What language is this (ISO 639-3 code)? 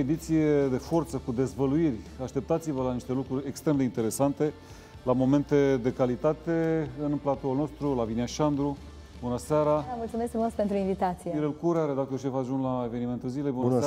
ron